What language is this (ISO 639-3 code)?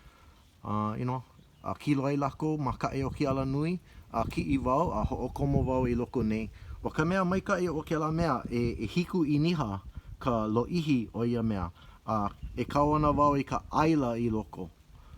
haw